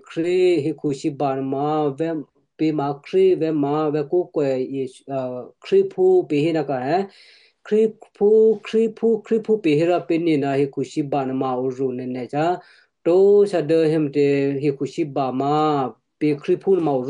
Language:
Western Kayah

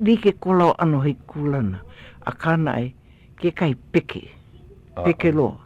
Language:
Hawaiian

